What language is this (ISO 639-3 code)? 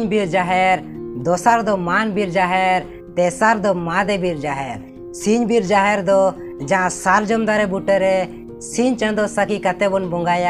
sat